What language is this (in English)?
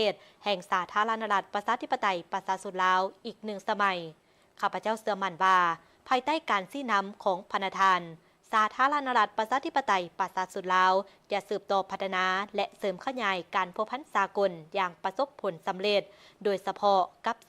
Lao